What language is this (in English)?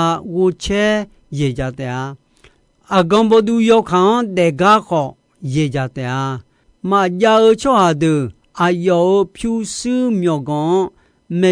Akha